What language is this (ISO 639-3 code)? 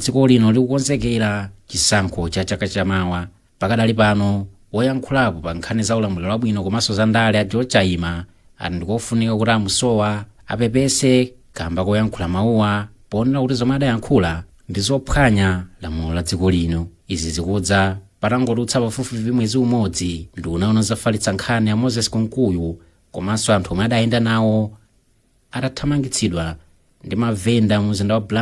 nya